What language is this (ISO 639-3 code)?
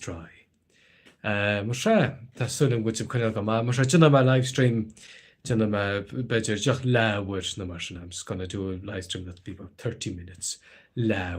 gle